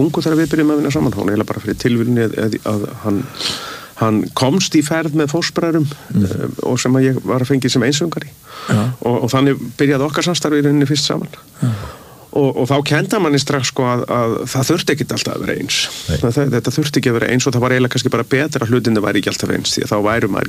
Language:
Icelandic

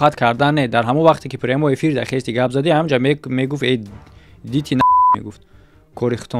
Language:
Tajik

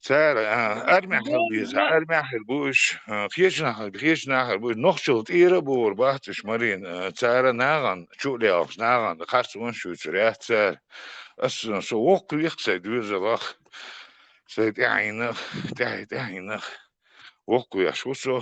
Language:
Chechen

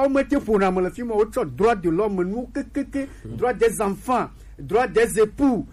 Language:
Gen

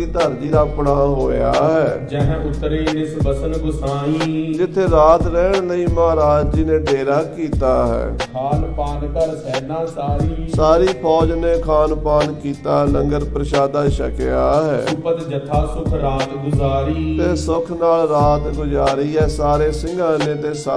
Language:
Punjabi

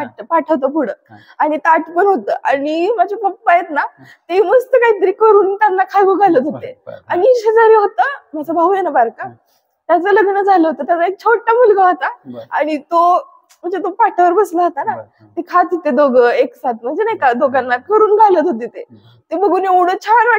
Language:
Marathi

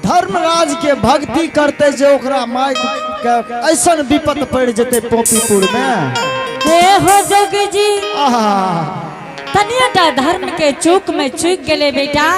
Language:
Angika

